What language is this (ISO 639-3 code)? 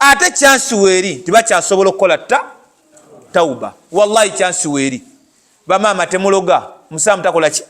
lug